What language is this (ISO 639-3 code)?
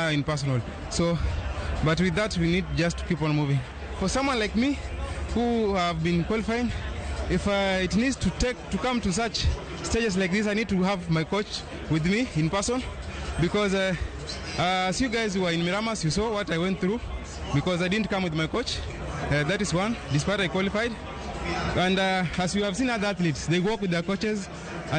luo